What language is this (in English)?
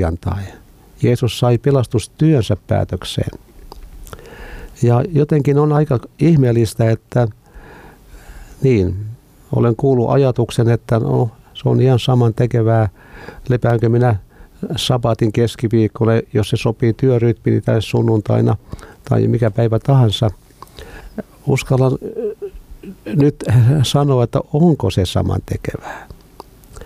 Finnish